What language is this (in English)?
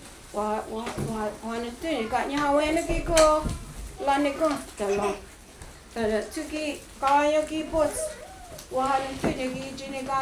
Mohawk